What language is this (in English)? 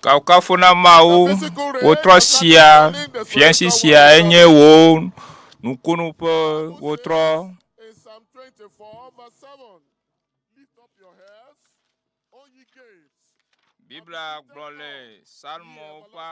Ewe